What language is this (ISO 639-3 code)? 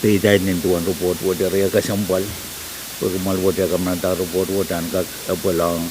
pon